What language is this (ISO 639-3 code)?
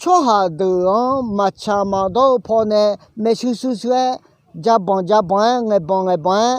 ahk